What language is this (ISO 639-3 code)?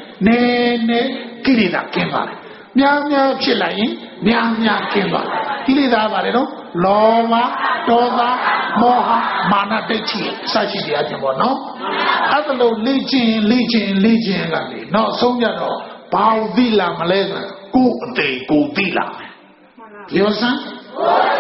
mya